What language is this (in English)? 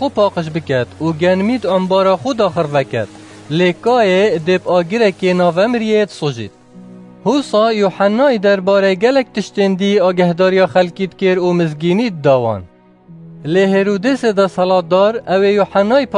Kurdish